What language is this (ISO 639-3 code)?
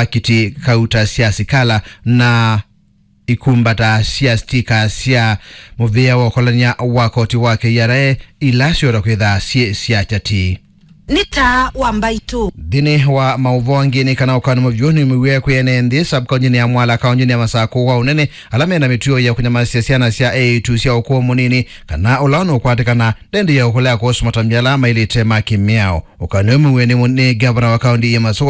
kam